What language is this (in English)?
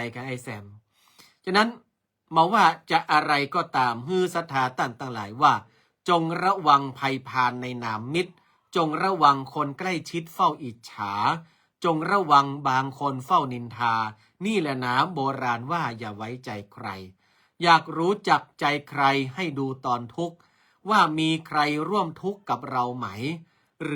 Northern Thai